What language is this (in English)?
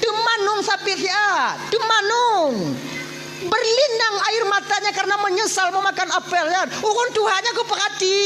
Achinese